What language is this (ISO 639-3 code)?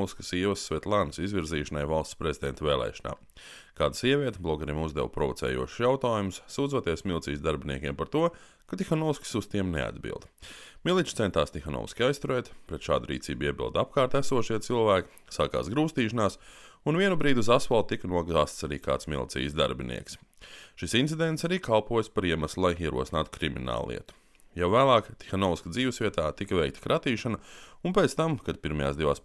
lav